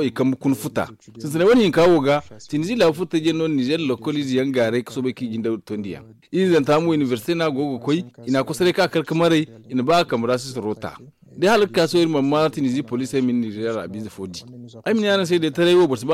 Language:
Zarma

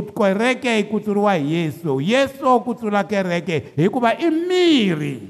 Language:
Tsonga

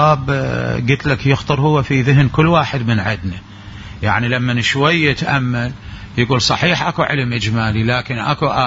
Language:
Mesopotamian Arabic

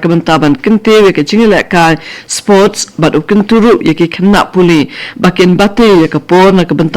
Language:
Khasi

